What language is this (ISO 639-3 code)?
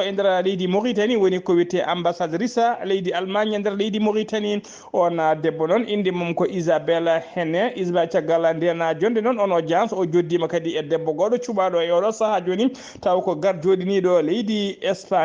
ful